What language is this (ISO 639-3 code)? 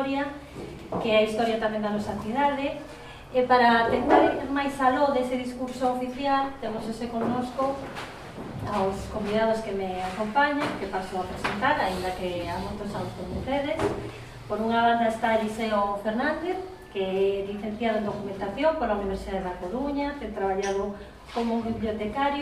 glg